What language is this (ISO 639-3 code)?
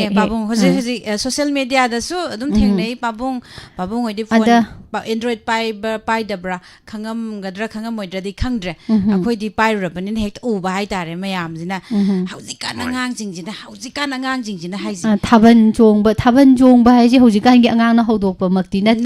mni